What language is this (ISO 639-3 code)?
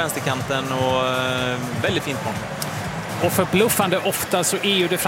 swe